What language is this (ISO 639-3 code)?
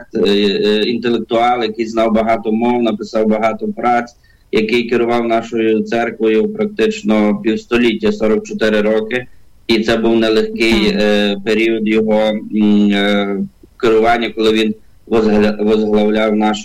ukr